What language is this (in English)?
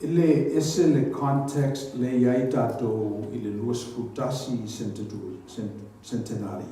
Samoan